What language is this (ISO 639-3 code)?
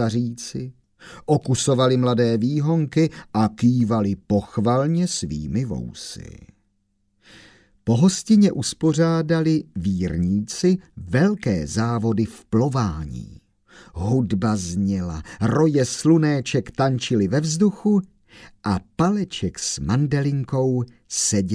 ces